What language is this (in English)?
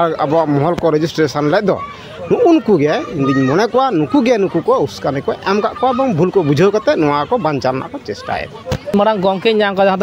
Santali